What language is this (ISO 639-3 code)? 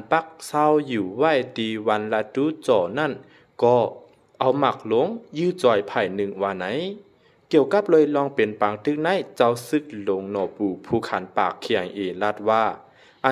lao